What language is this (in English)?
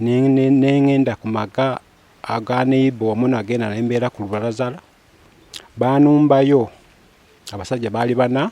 Ganda